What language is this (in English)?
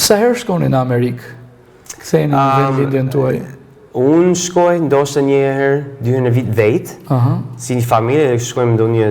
Albanian